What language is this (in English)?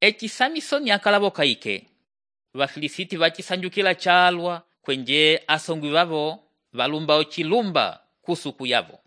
Umbundu